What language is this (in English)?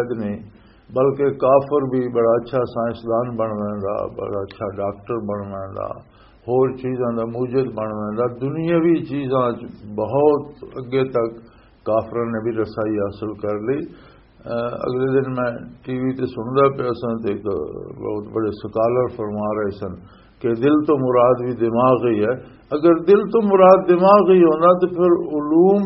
Western Panjabi